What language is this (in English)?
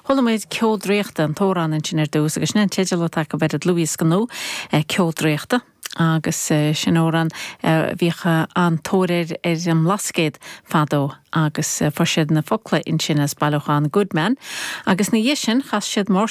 Irish